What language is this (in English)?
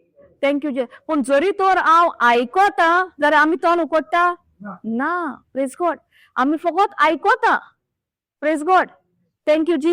Konkani